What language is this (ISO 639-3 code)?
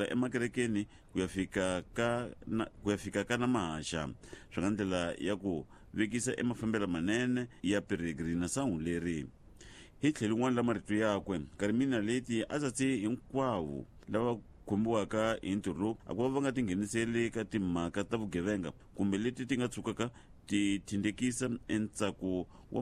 tso